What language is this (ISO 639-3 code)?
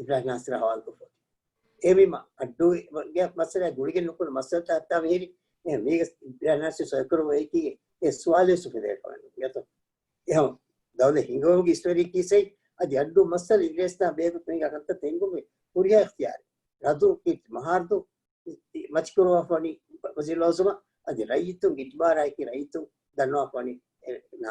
div